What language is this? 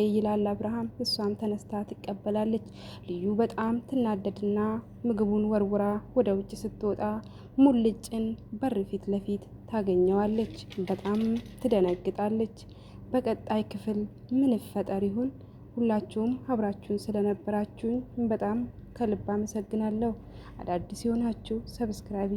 Amharic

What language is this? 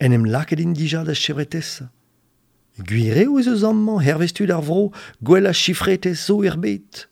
Breton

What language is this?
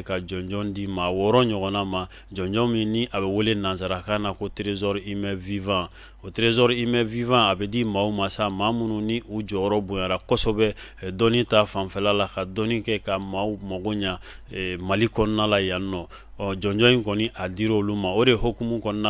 Bambara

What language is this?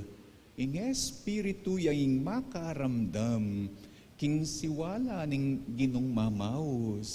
Pampanga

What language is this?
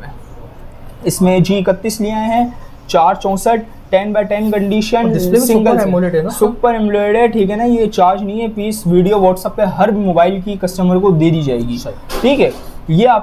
Hindi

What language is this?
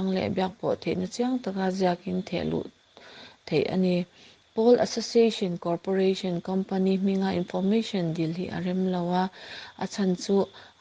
Mizo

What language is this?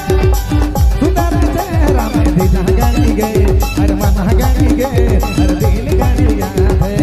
Sadri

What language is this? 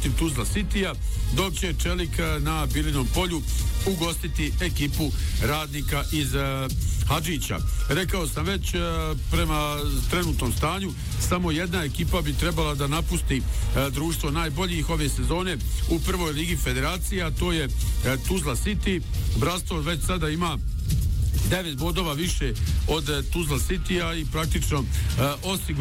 Bosnian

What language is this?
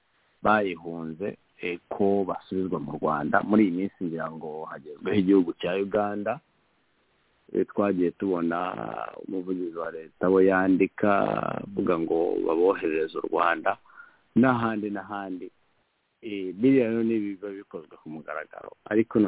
Kinyarwanda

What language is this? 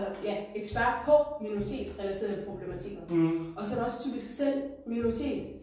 Danish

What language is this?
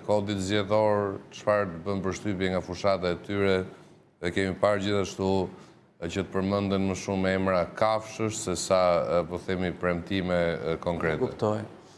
Albanian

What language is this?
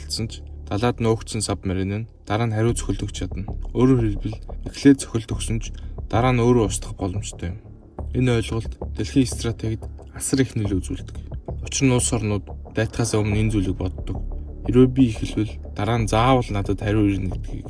Mongolian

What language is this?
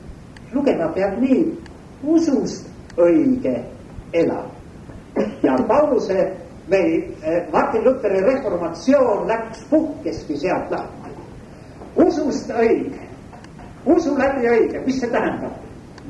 Estonian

